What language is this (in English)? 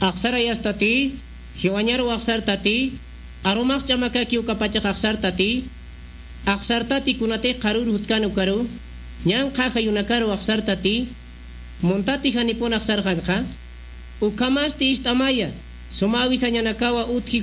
Aymara